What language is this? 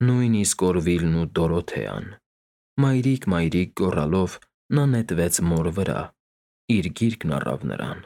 Armenian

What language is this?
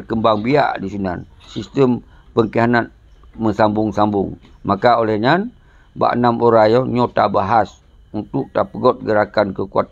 Achinese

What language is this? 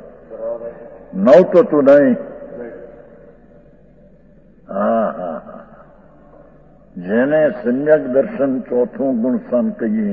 Gujarati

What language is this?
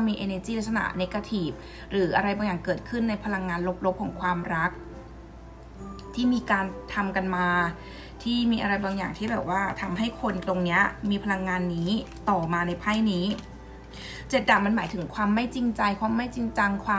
Thai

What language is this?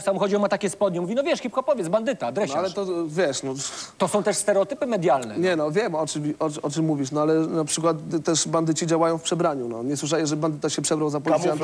Polish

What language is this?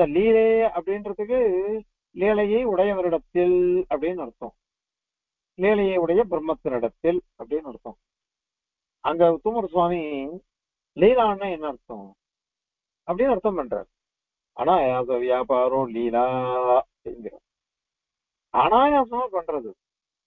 Tamil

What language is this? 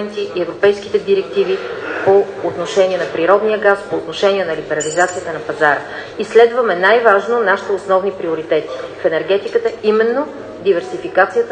Bulgarian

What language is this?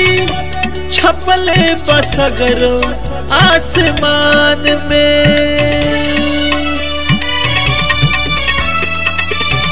Bhojpuri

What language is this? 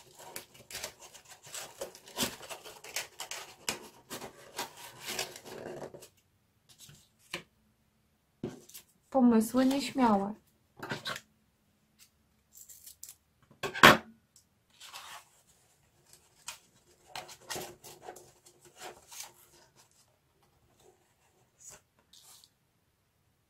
Polish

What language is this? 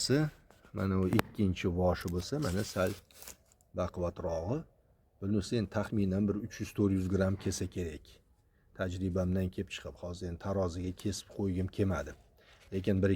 Uzbek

